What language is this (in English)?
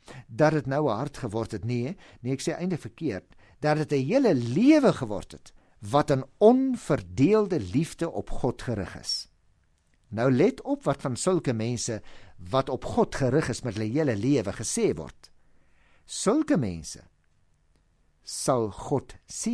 Afrikaans